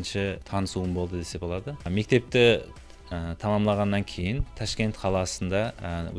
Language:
Kara-Kalpak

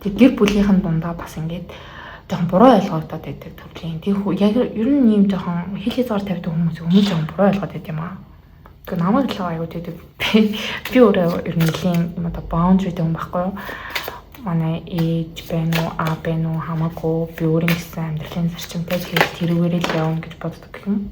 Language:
Mongolian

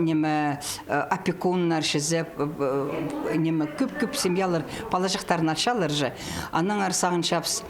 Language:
Khakas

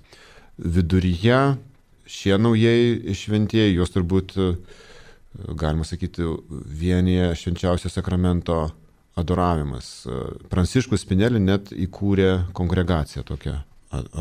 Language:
Lithuanian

